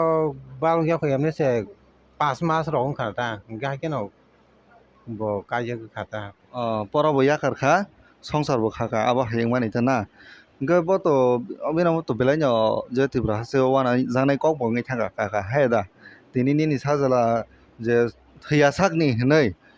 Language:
Kok Borok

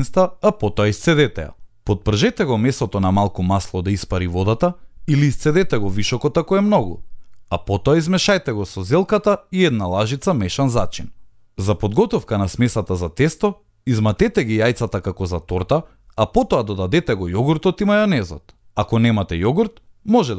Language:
Macedonian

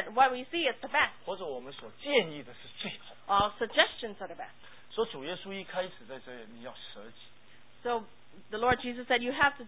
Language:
Chinese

